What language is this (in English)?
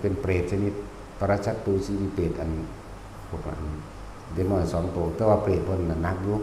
Northeastern Thai